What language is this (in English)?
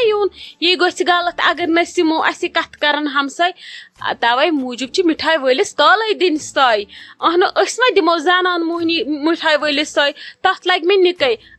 Kashmiri